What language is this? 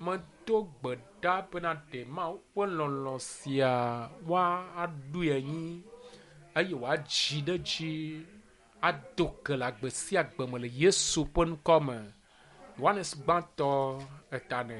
Ewe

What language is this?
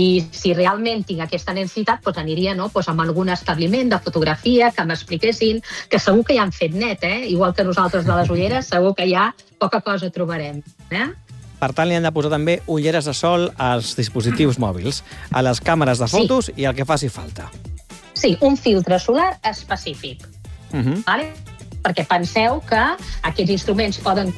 Catalan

